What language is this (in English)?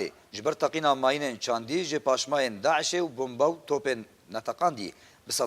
Kurdish